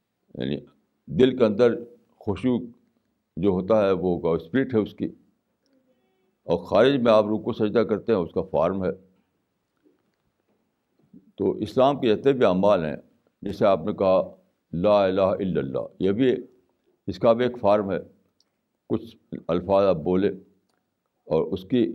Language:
Urdu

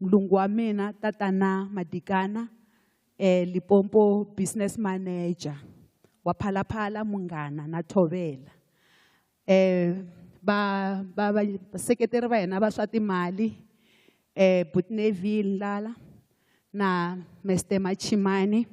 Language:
Tsonga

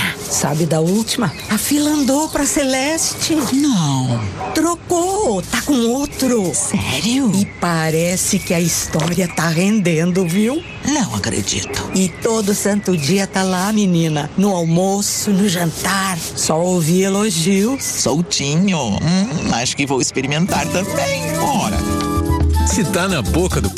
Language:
Portuguese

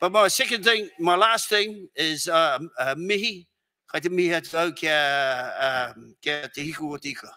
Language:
Māori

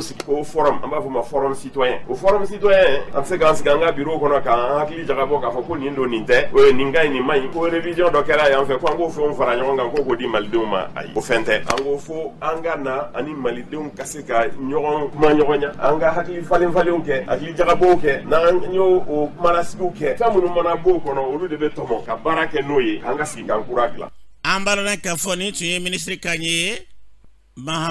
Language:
Bambara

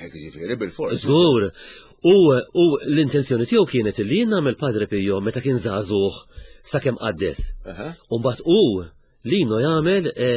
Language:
Maltese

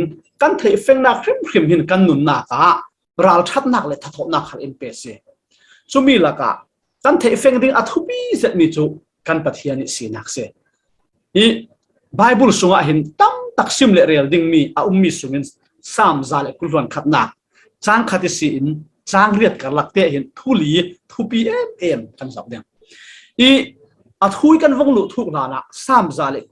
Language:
Falam Chin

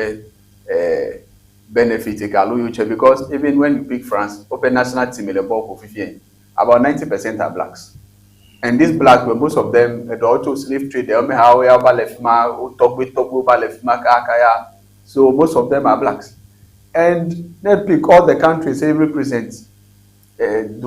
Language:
Ewe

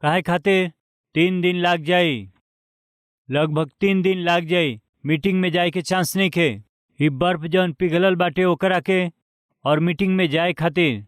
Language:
Bhojpuri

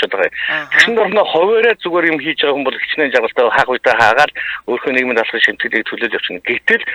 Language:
Mongolian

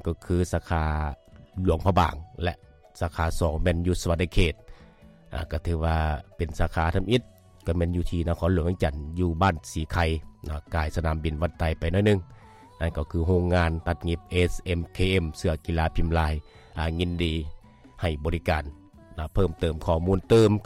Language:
Lao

